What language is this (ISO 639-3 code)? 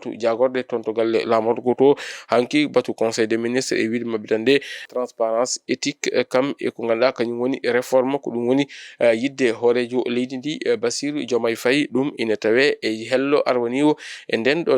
ful